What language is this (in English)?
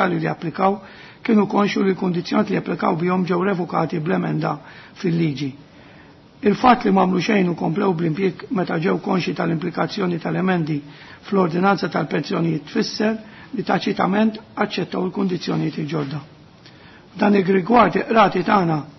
Maltese